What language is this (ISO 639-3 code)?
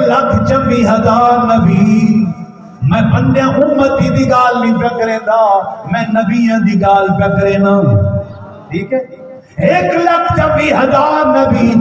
skr